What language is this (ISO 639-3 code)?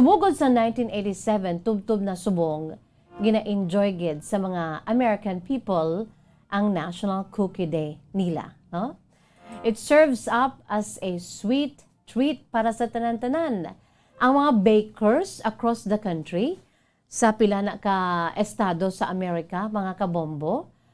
hil